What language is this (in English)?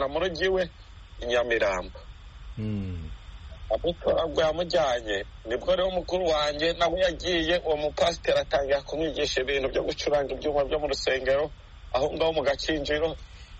Kinyarwanda